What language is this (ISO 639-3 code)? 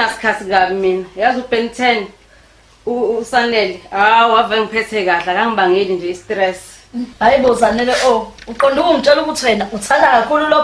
zul